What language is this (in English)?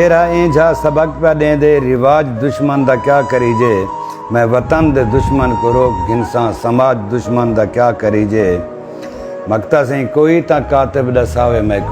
Saraiki